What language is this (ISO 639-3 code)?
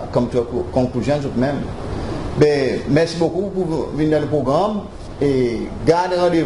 crs